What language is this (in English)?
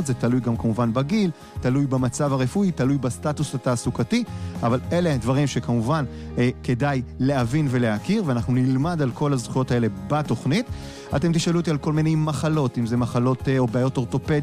Hebrew